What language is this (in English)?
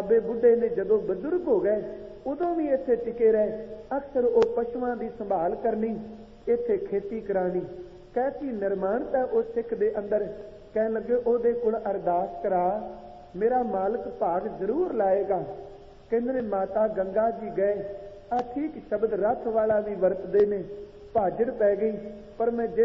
Punjabi